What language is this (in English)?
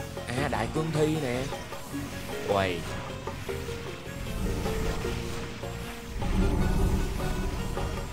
Vietnamese